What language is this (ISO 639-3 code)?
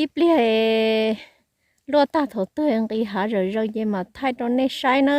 hmn